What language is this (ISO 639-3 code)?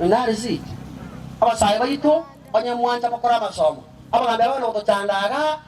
guz